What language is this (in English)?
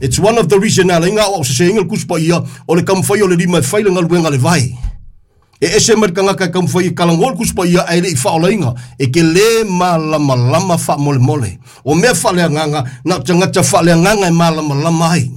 Samoan